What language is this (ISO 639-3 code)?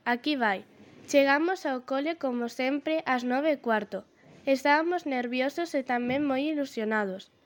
glg